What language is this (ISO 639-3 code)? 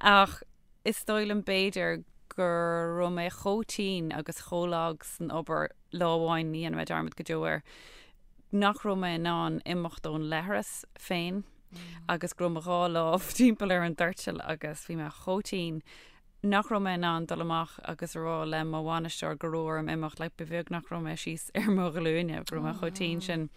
gle